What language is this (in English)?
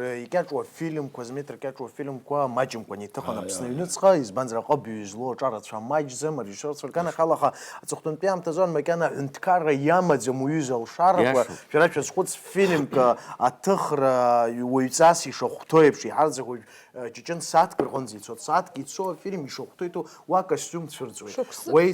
Abkhazian